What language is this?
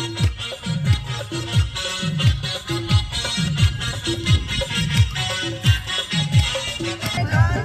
Marathi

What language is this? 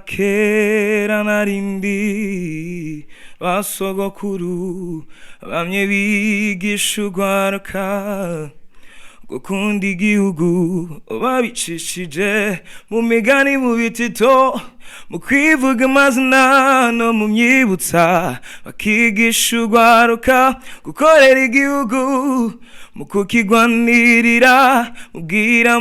Rundi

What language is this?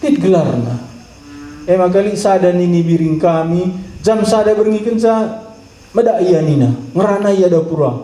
Batak Karo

